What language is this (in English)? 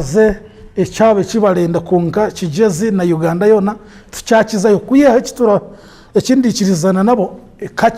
Nyankole